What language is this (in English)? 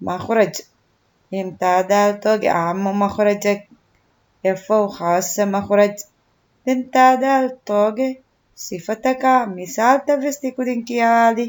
Divehi